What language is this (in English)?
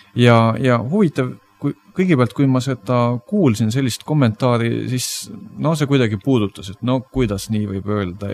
Estonian